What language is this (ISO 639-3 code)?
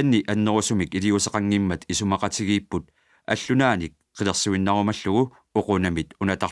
kal